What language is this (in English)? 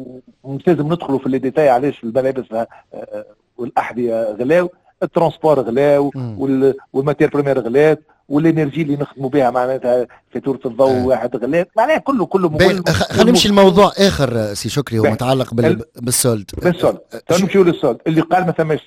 Tunisian Arabic